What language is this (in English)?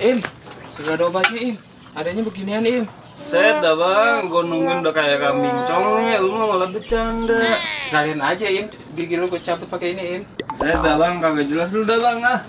Betawi